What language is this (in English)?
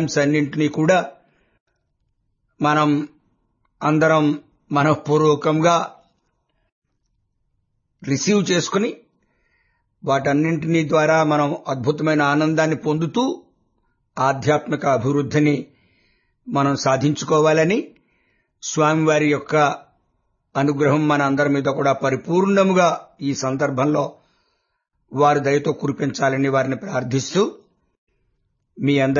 Telugu